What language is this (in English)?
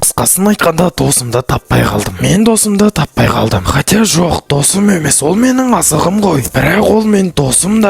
Kazakh